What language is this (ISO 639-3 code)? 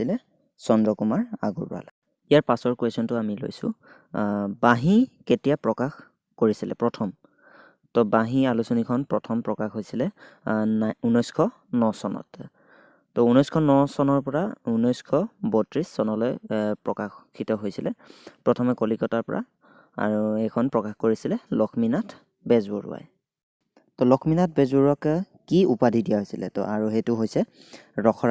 asm